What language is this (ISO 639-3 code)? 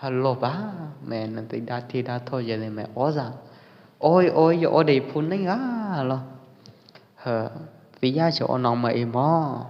kjp